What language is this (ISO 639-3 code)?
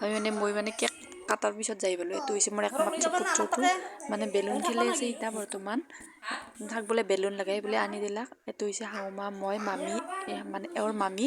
asm